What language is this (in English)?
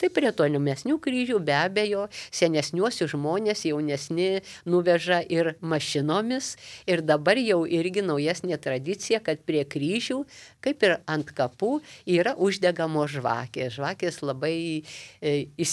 Lithuanian